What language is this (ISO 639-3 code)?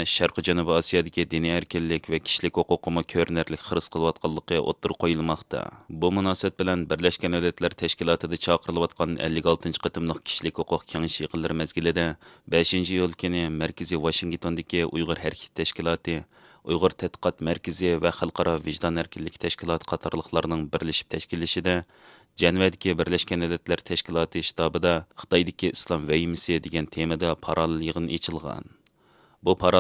uig